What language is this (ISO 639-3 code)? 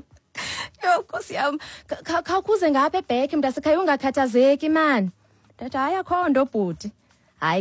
xho